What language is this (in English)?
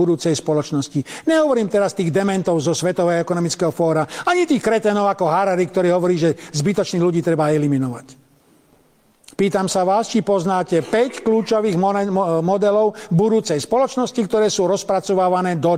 Slovak